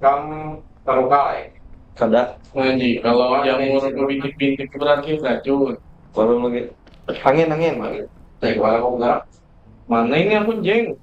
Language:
Banjar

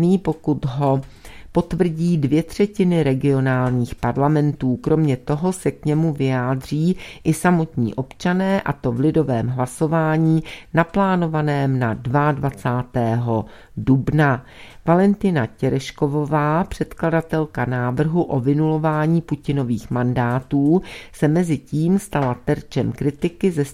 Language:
Czech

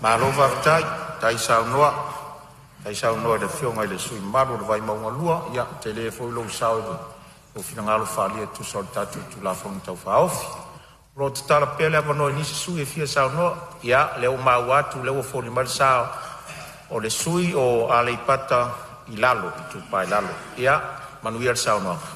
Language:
Samoan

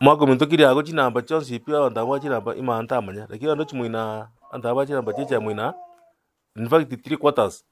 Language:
Gusii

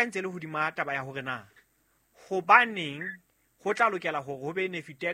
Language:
Southern Sotho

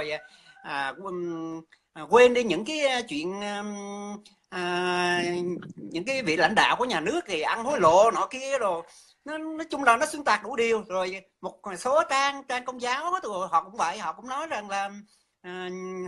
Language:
Vietnamese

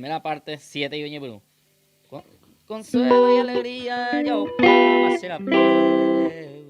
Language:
Guarani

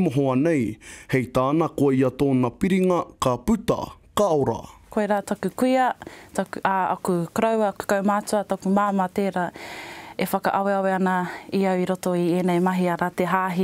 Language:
Māori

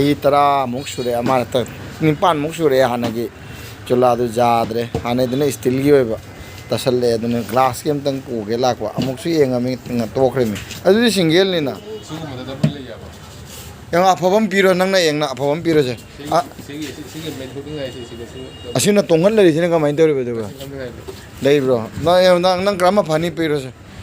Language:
Manipuri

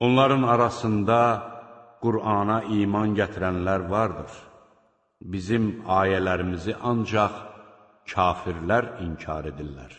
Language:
Azerbaijani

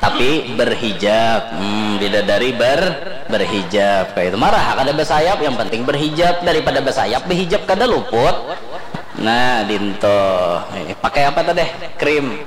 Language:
Banjar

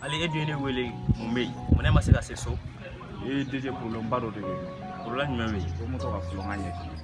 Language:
Bambara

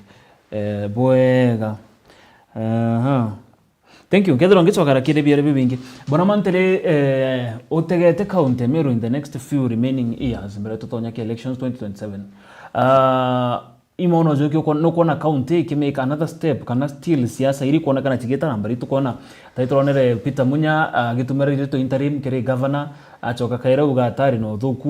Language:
Meru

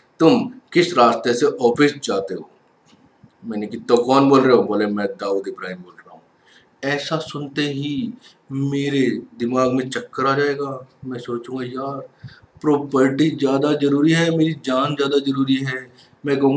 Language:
Hindi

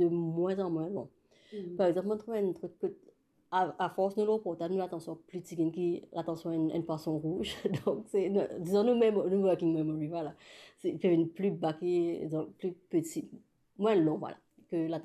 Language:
Morisyen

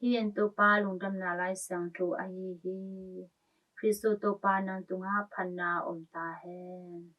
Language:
Tedim Chin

